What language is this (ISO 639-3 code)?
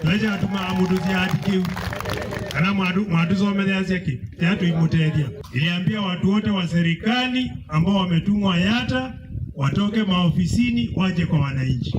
kam